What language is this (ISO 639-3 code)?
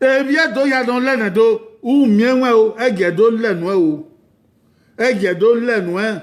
bin